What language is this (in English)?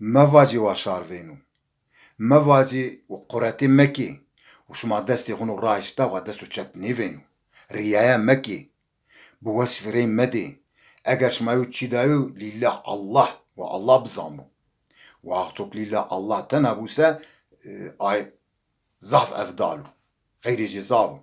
Zaza